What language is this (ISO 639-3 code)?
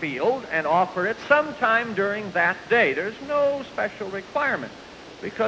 eng